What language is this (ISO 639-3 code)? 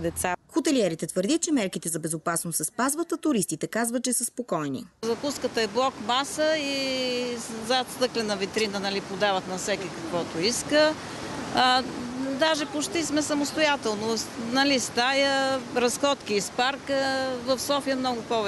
bul